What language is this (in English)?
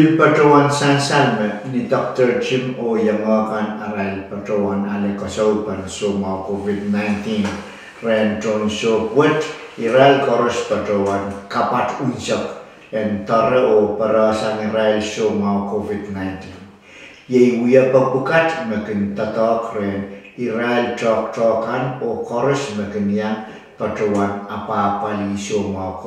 Pohnpeian